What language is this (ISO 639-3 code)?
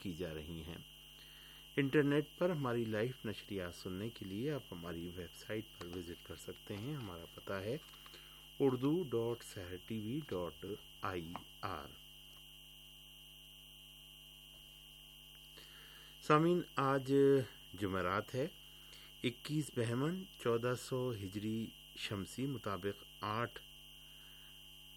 urd